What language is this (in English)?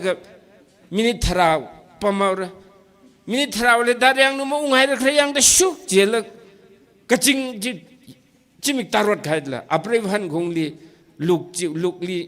Tangkhul Naga (India)